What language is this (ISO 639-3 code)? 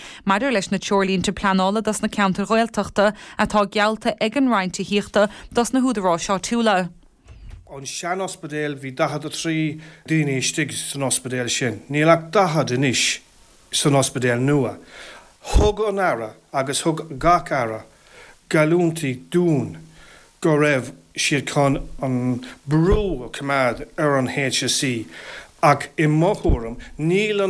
gle